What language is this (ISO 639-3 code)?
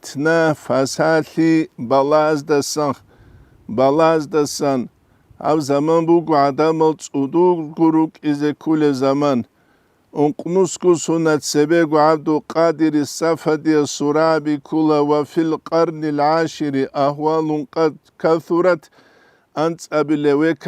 ava